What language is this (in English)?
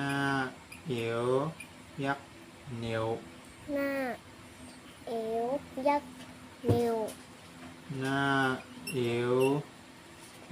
Shan